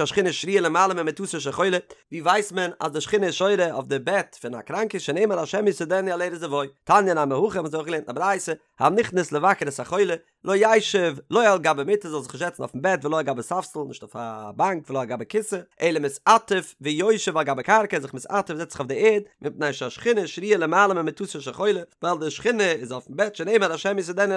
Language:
Yiddish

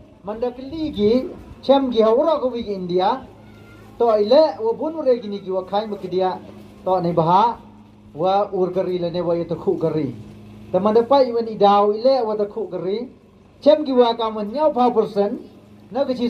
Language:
Pnar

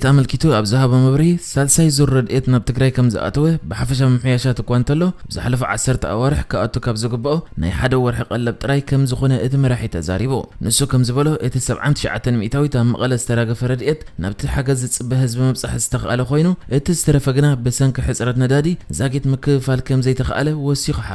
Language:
Tigrinya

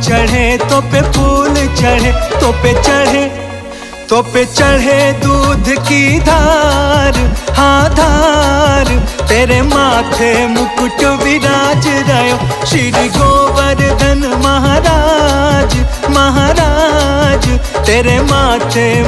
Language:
Braj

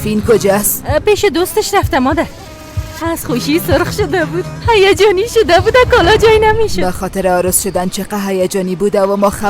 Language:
Persian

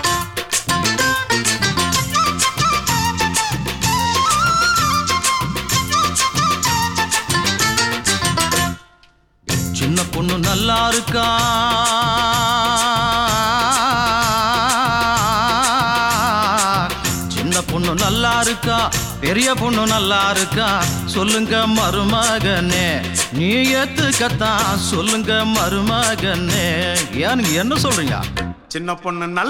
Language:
Tamil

